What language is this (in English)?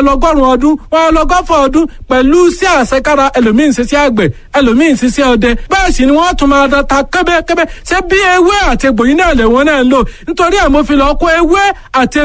Yoruba